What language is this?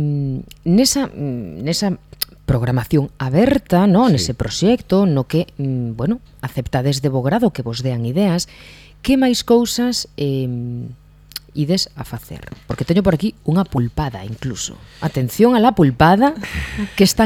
Galician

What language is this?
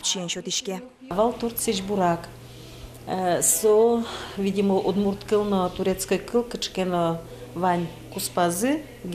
Udmurt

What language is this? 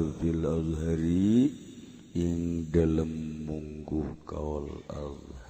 Sundanese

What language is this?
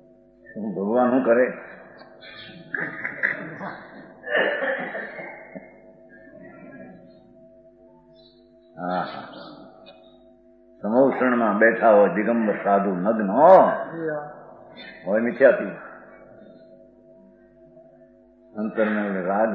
Gujarati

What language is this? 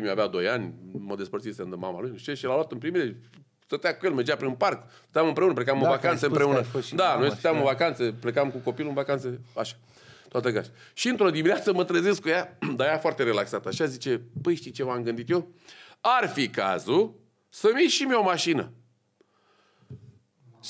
Romanian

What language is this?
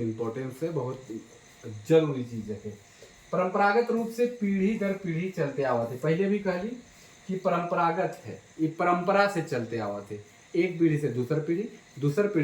Sadri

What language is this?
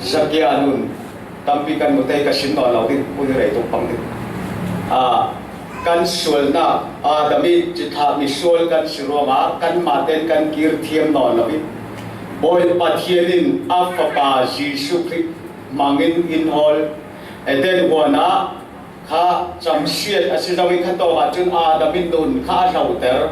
Falam Chin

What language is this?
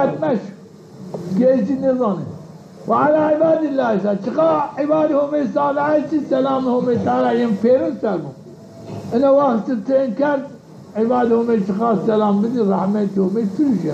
Zaza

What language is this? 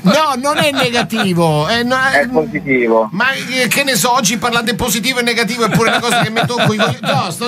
Italian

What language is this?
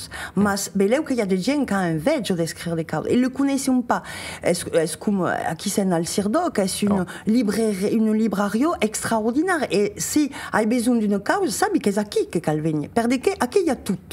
Occitan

